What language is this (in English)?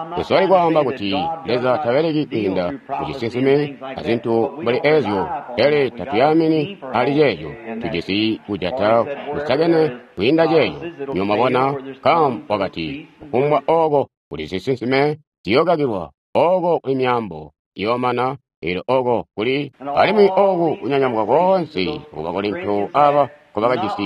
Tonga (Zambia)